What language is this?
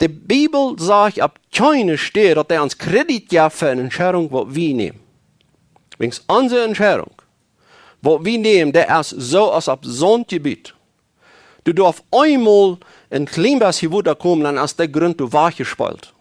Plautdietsch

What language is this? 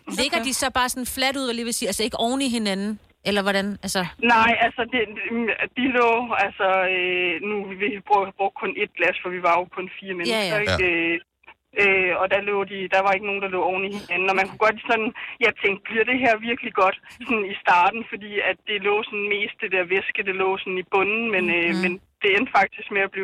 Danish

